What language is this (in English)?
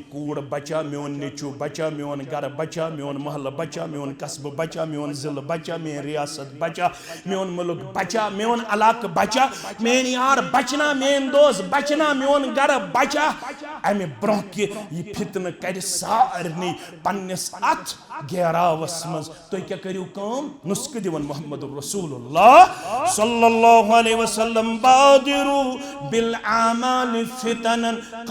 Kashmiri